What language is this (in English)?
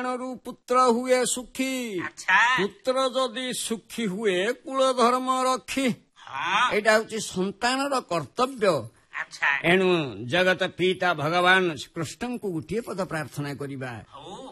Odia